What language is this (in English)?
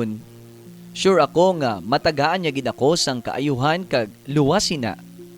Hiligaynon